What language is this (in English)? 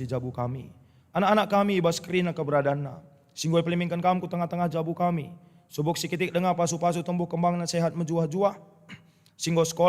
Batak Karo